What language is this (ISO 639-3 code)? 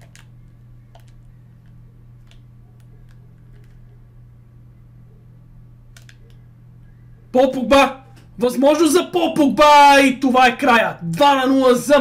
bul